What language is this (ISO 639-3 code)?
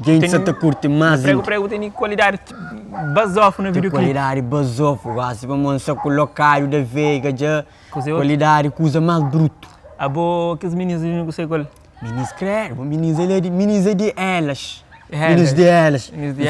kea